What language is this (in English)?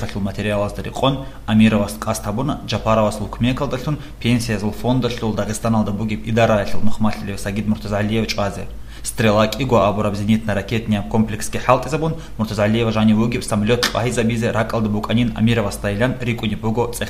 Avaric